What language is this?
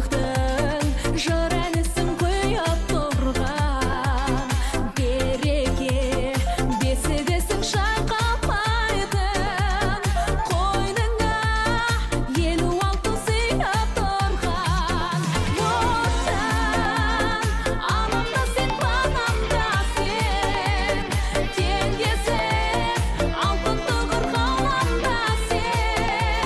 Kazakh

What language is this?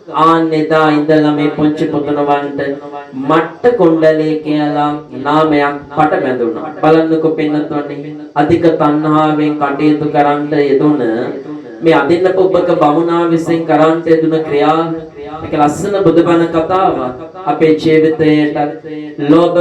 Sinhala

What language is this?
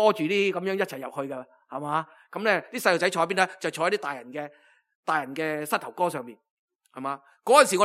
Cantonese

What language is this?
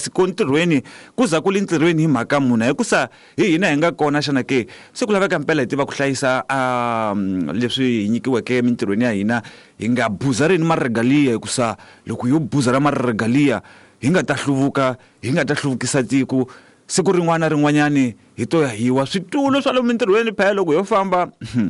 Tsonga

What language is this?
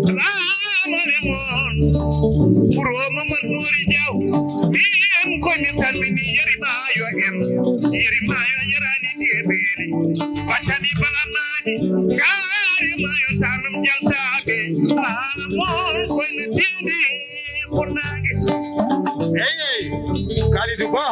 Fula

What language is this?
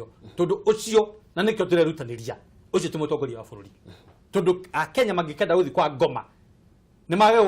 Kikuyu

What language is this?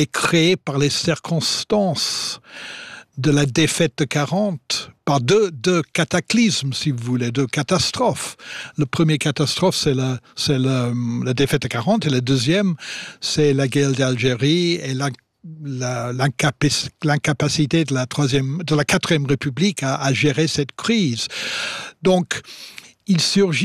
French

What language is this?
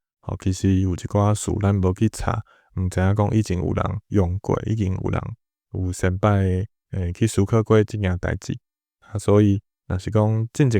Min Nan Chinese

